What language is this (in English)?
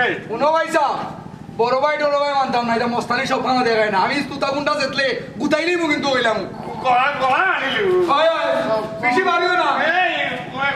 Sylheti